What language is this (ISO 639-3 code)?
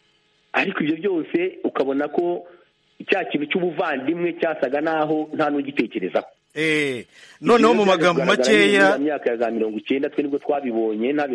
kin